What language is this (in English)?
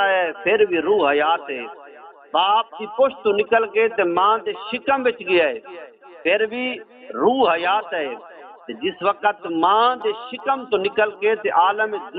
Saraiki